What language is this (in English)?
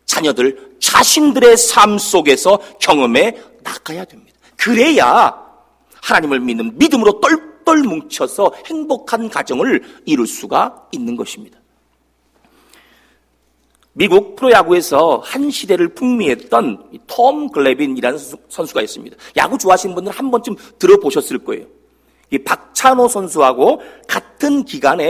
Korean